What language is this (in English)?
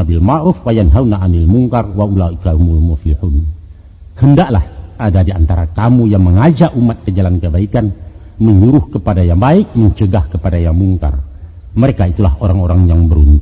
Minangkabau